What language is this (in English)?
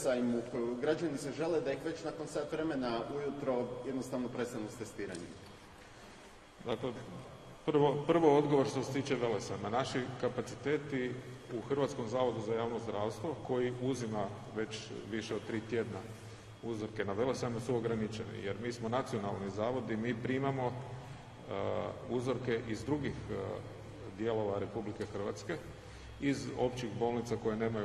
Croatian